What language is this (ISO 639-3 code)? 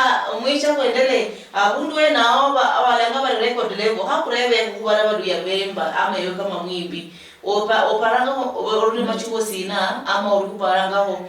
luy